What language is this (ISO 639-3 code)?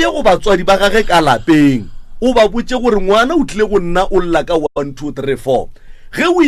nso